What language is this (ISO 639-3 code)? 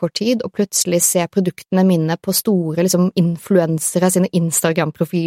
nor